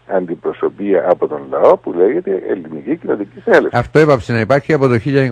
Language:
Greek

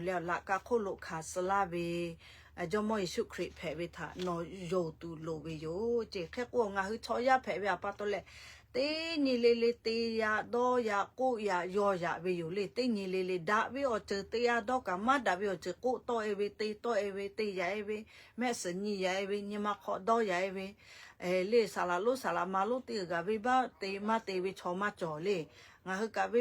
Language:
Lahu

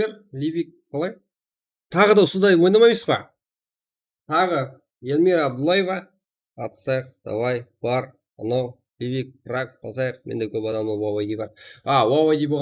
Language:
Kara-Kalpak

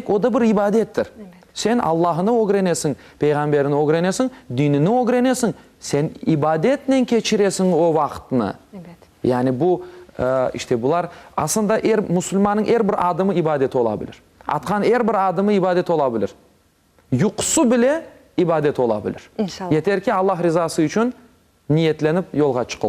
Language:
Crimean Tatar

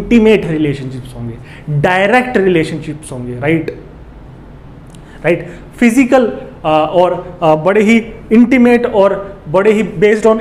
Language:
Hindi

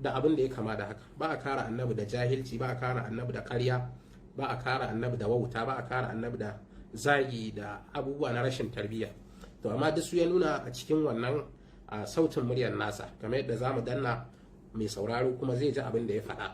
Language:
Hausa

